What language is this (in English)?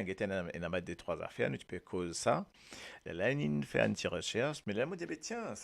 Morisyen